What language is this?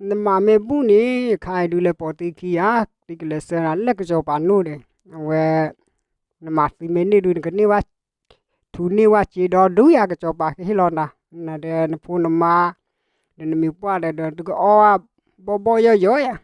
S'gaw Karen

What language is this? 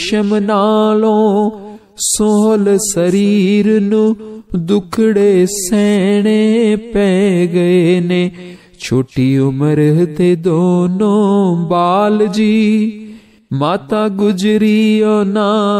Punjabi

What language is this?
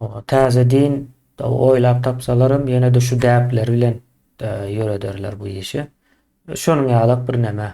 Turkmen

